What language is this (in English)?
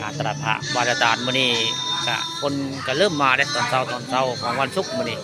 Northeastern Thai